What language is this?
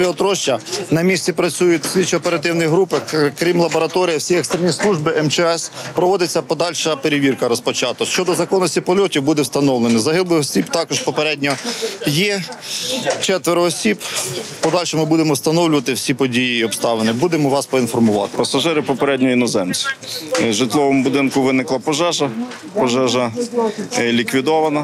Ukrainian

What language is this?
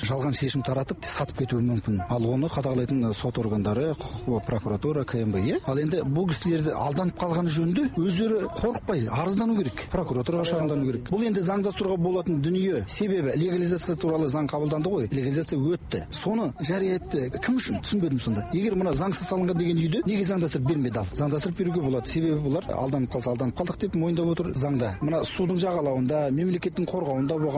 Kazakh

